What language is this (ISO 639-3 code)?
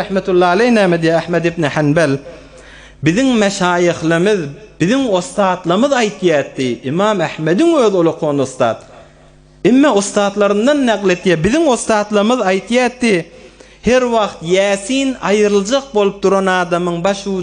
tuk